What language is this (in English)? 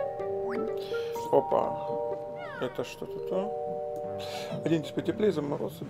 Russian